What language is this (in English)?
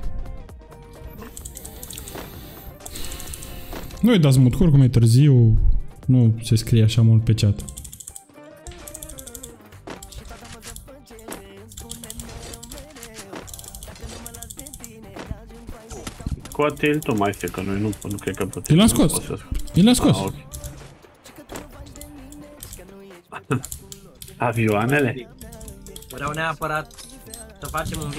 Romanian